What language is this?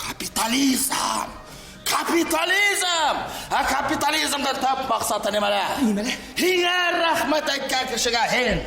Bashkir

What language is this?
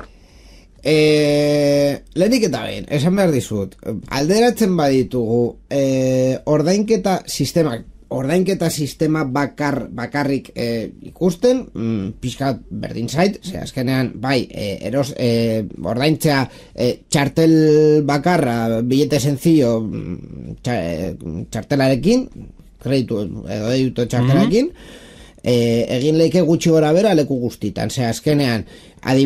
Basque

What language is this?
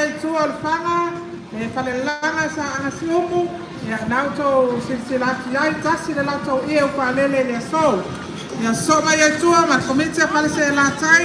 Samoan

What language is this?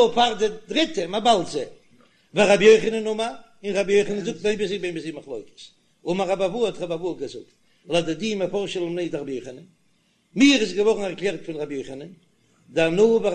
Yiddish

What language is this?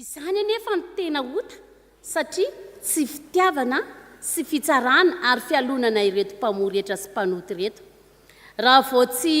Malagasy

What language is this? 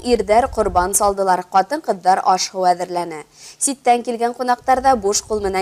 Bashkir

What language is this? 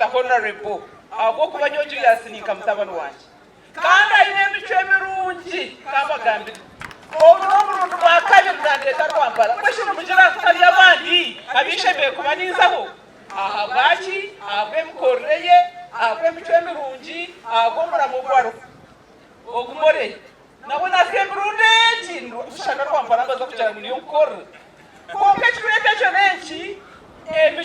Nyankole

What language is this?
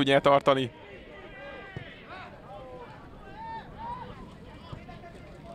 Hungarian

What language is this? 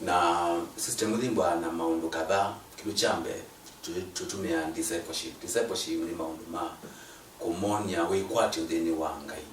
Kamba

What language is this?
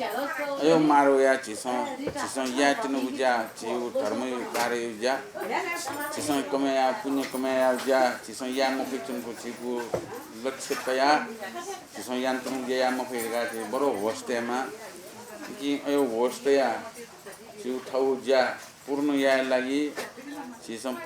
Newari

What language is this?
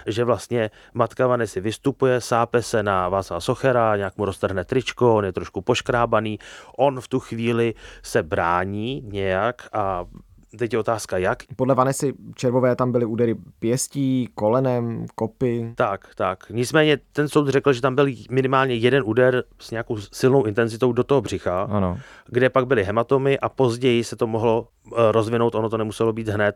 Czech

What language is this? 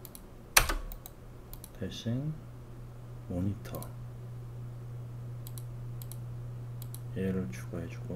Korean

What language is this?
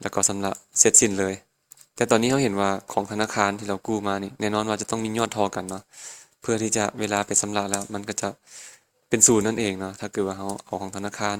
Lao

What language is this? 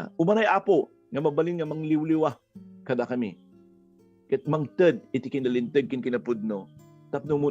Iloko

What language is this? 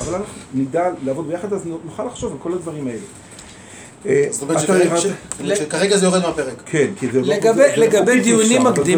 Hebrew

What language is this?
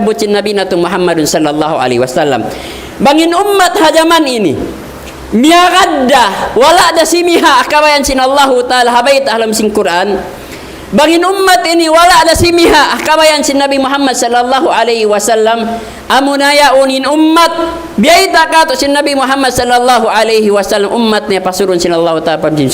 Tausug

